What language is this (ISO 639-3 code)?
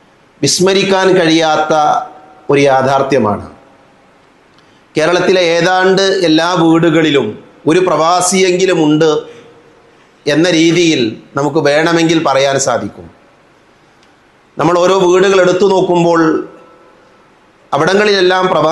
mal